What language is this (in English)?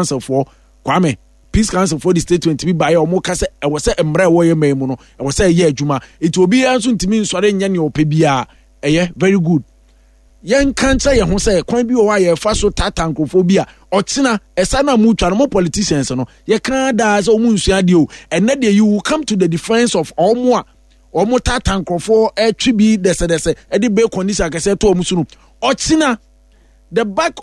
Akan